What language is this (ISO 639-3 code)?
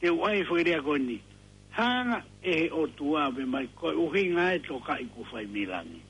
ton